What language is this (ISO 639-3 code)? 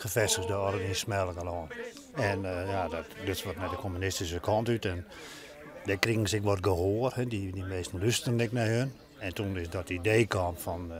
fry